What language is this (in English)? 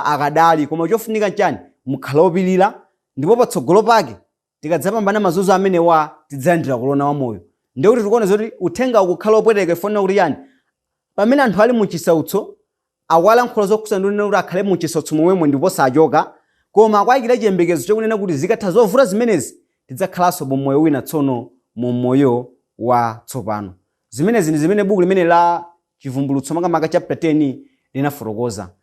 Nyanja